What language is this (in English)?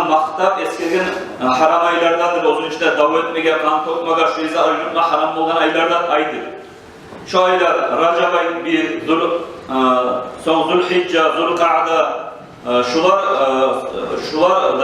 Kumyk